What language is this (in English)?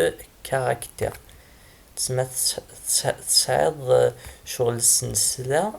Kabyle